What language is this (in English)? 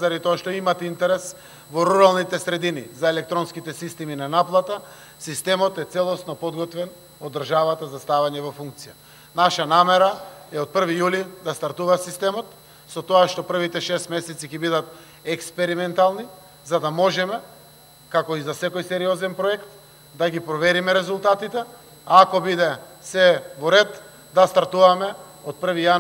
Macedonian